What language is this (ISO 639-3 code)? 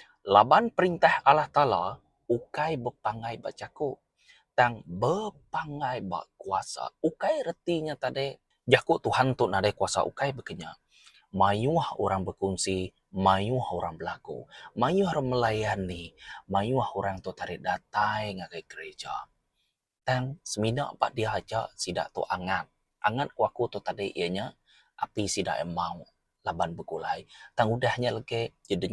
iba